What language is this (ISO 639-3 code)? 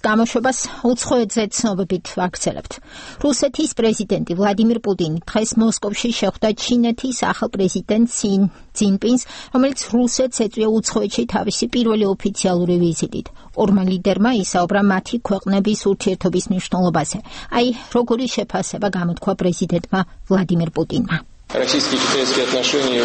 kat